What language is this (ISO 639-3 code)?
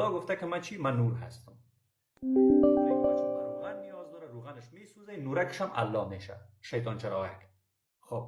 fas